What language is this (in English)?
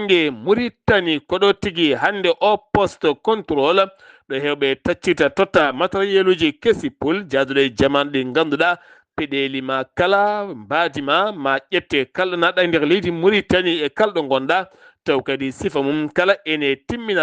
Fula